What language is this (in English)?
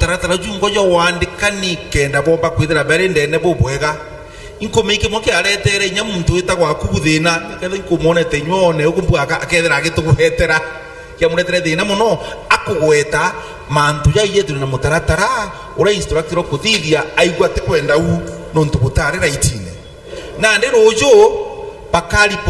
Meru